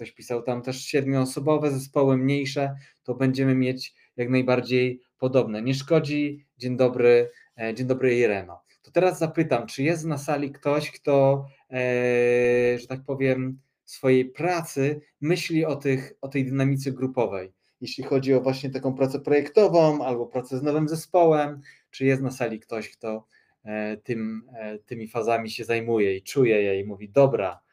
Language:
Polish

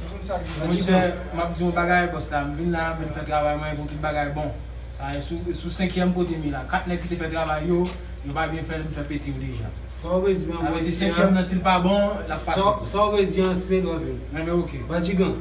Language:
Haitian Creole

